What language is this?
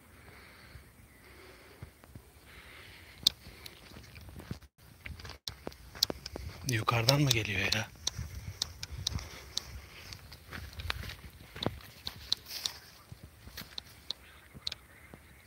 Turkish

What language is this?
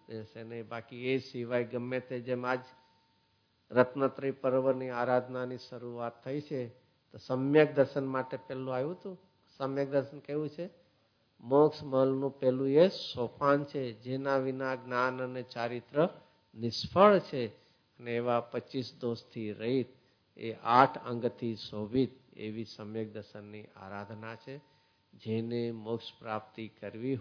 Gujarati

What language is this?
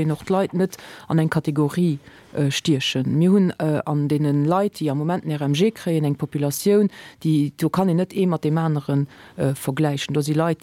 Luxembourgish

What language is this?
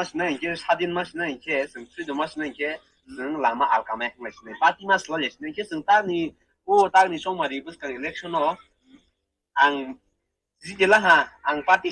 Kok Borok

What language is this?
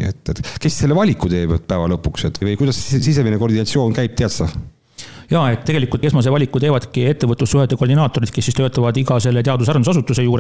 Estonian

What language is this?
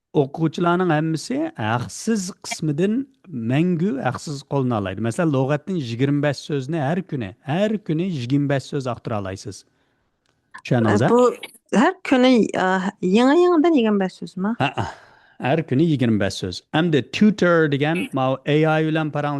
Uyghur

